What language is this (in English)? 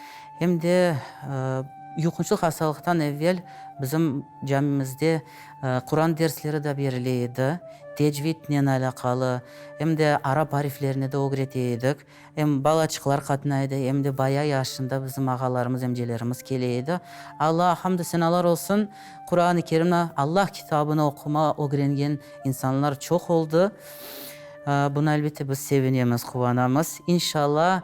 Crimean Tatar